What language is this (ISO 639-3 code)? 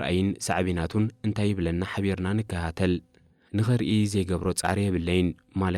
tir